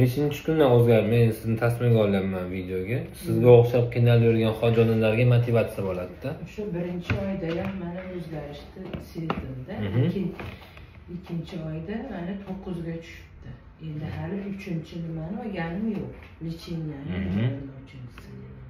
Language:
Uzbek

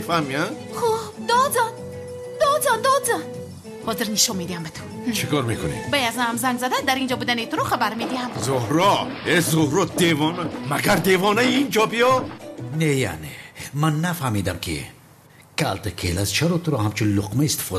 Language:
Tajik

